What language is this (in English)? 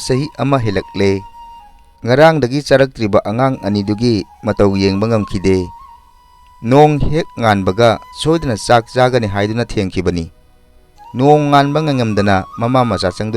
Manipuri